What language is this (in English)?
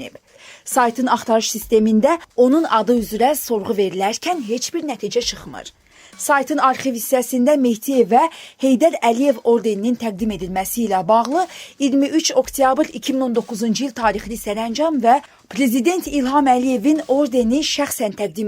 Azerbaijani